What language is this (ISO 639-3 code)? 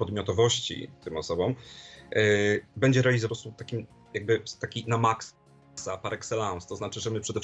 pol